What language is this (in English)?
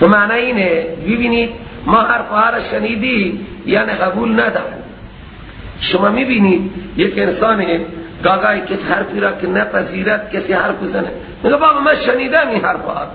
Persian